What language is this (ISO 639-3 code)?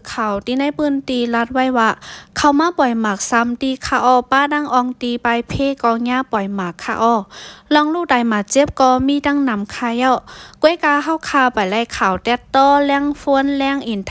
shn